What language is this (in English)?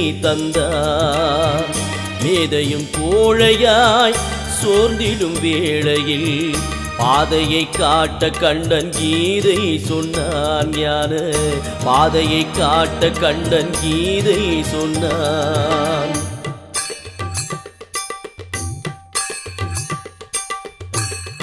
Tamil